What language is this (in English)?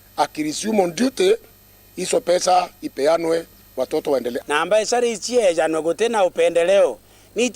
Meru